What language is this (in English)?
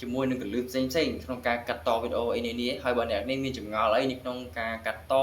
Khmer